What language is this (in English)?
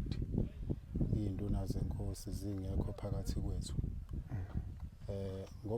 Zulu